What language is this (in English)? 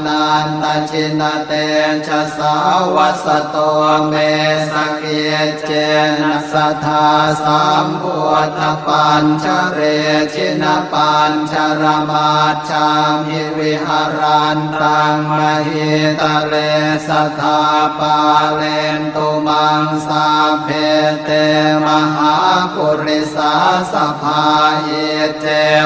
Pali